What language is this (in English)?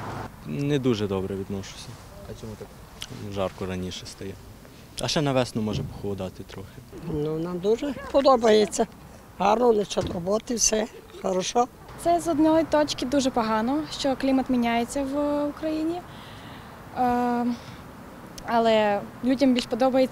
Ukrainian